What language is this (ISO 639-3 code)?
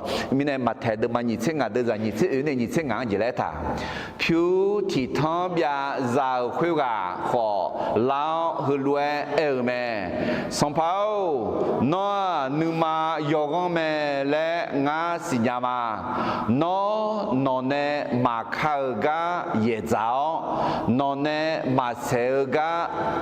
ahk